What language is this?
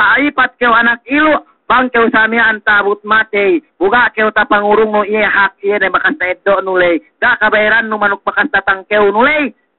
Yakan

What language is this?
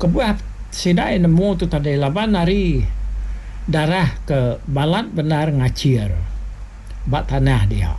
Iban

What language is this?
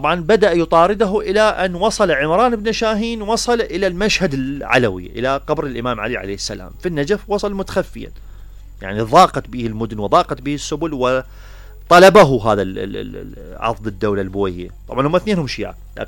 Mesopotamian Arabic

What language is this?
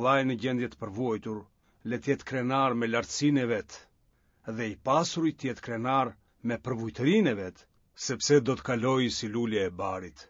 Albanian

